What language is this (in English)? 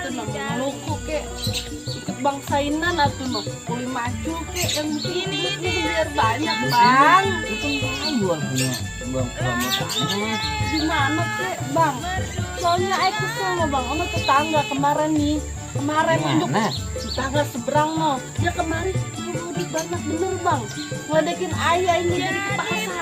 Betawi